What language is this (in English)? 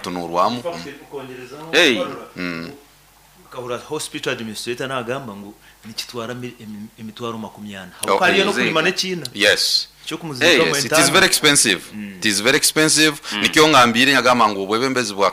Nyoro